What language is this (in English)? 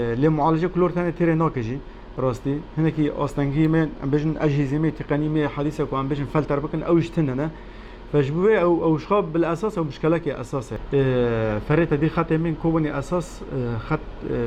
Kurdish